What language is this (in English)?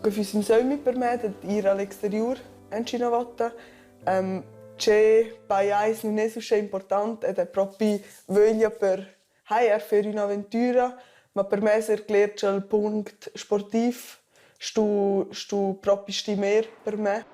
Romansh